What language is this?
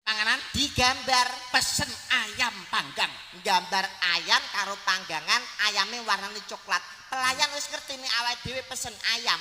Javanese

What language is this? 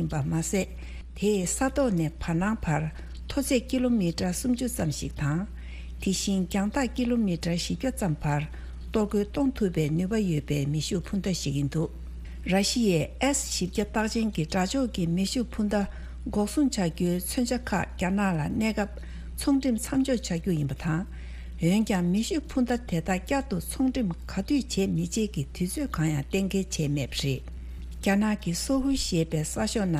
Tibetan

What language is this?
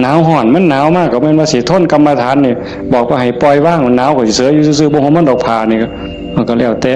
Northeastern Thai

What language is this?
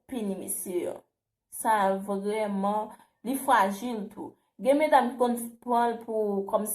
Haitian Creole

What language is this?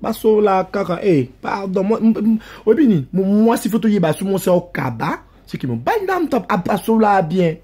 Lingala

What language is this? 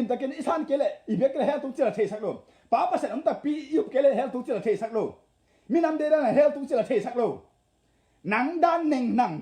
Tedim Chin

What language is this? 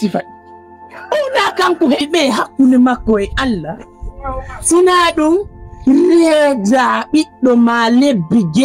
Fula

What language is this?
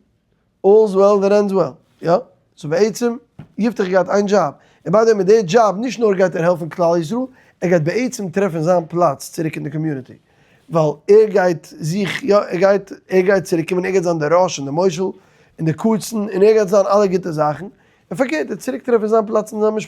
Yiddish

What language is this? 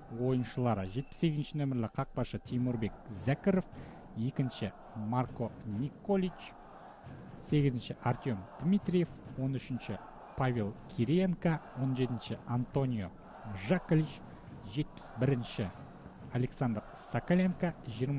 Kazakh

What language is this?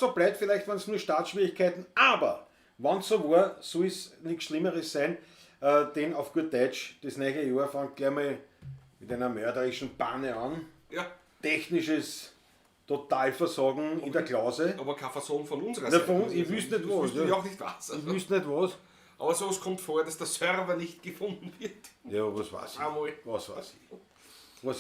Bavarian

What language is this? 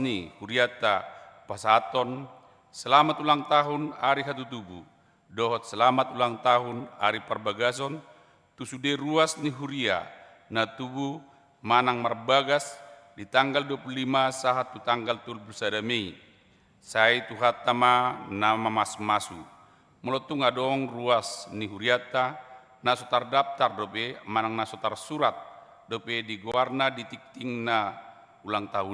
Batak Toba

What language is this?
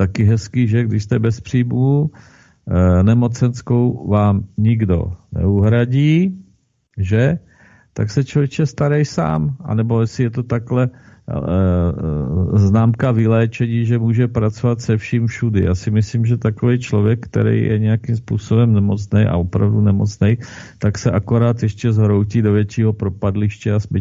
Czech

